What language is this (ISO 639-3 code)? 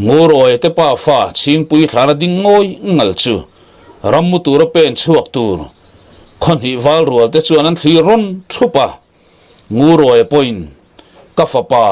lus